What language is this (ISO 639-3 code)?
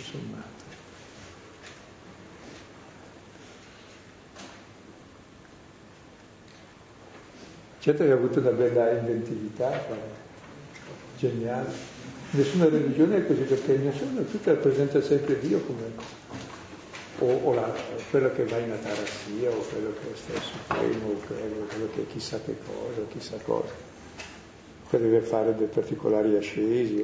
ita